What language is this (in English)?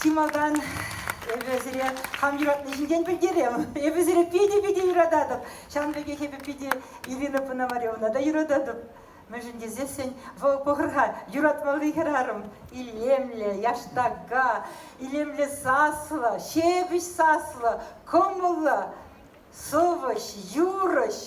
Chuvash